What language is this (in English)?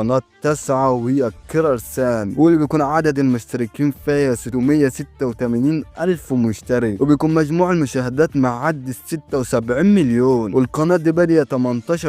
Egyptian Arabic